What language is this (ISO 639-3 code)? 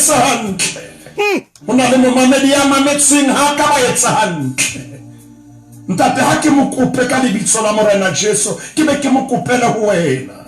sot